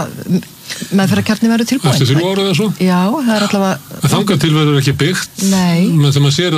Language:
Icelandic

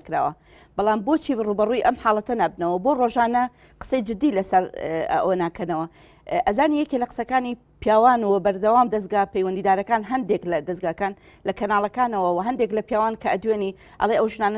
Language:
Central Kurdish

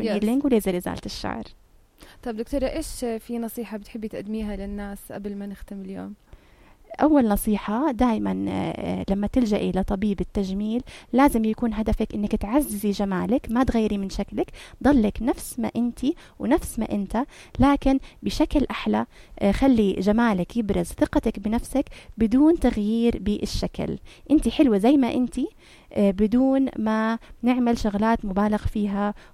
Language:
North Levantine Arabic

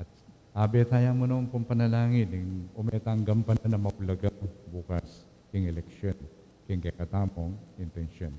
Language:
Pampanga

